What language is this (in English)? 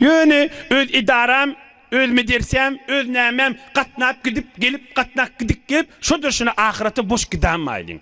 Turkmen